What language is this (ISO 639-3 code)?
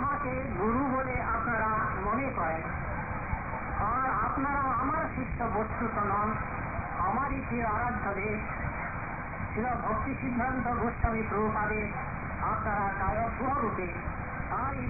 ben